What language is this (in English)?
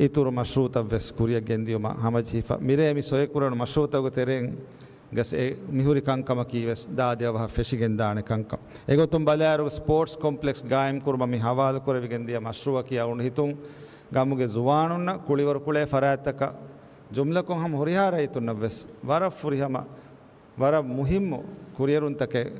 Divehi